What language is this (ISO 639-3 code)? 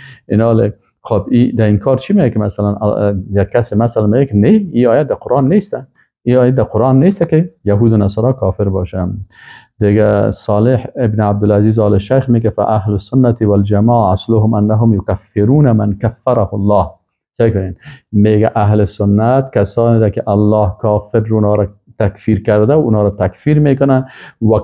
fas